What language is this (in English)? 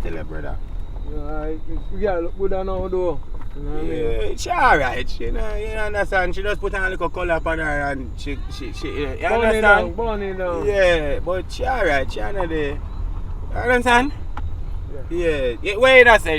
Jamaican Creole English